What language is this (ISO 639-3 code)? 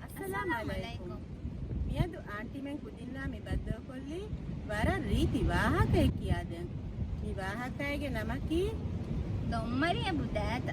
div